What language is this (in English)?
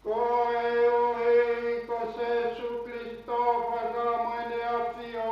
Tongan